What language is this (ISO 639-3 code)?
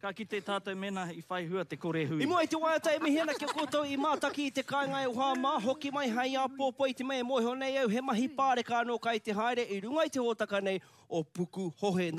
mri